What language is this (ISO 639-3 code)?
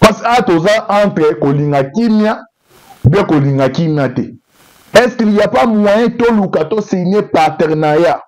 lin